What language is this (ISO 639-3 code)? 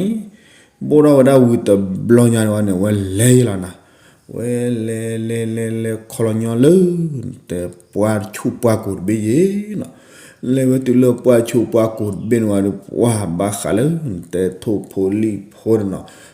ksw